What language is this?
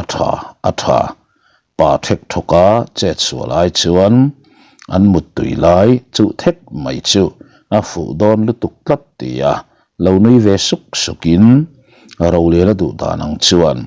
Mizo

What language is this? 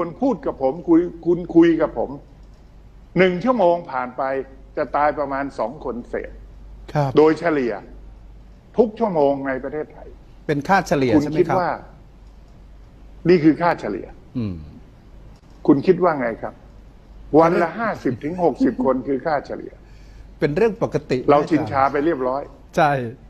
Thai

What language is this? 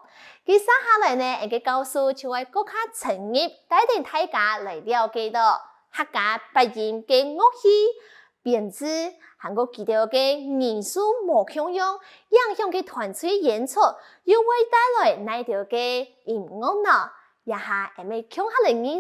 Hakka Chinese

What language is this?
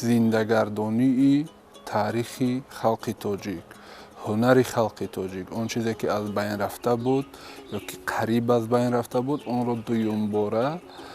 Tajik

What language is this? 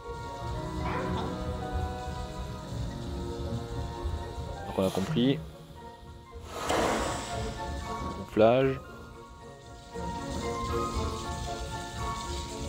French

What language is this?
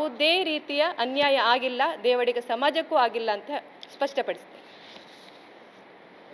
Kannada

